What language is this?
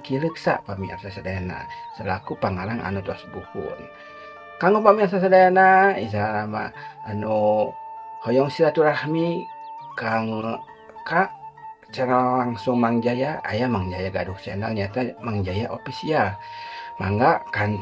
Sundanese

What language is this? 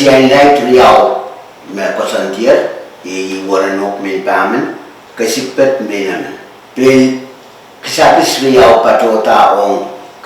Pohnpeian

